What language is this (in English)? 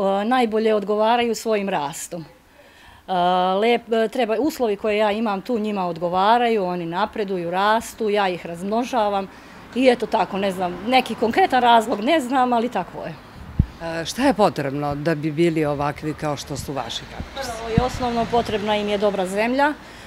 Serbian